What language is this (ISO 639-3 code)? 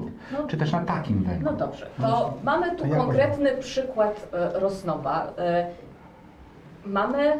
pol